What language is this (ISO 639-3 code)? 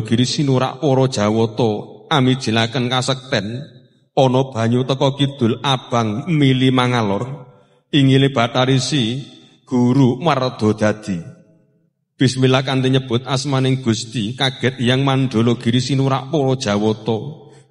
jav